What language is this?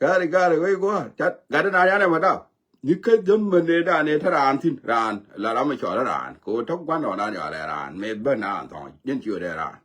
Nuer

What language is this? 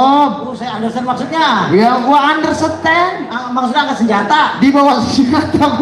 Betawi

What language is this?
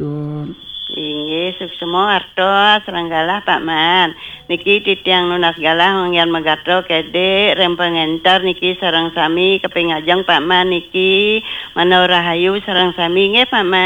Balinese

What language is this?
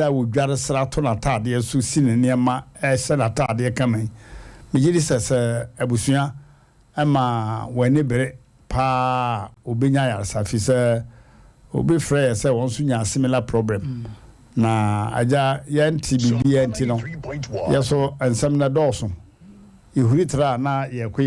Akan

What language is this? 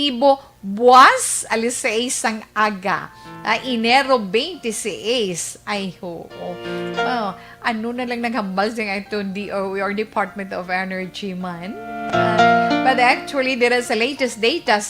Hiligaynon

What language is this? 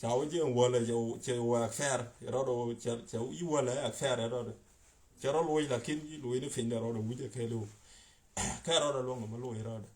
Nuer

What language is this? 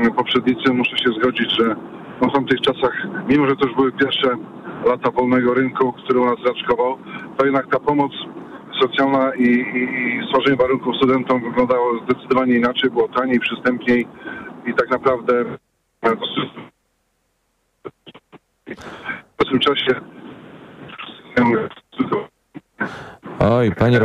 Polish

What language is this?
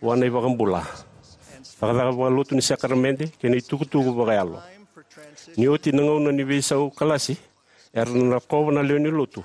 Fijian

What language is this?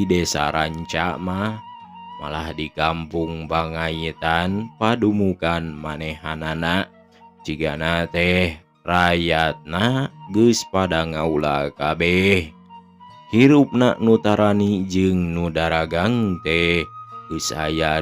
Sundanese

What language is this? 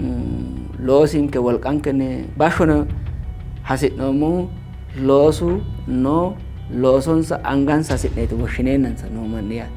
Sidamo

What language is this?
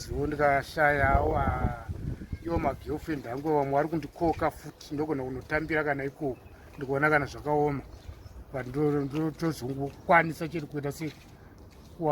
Shona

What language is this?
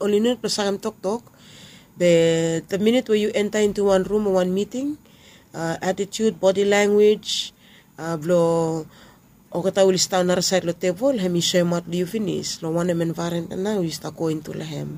Bislama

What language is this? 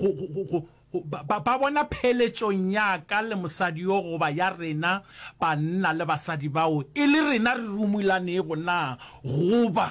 Northern Sotho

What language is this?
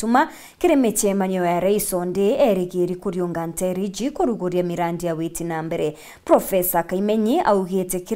Meru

